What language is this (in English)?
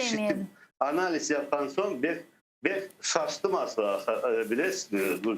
Crimean Tatar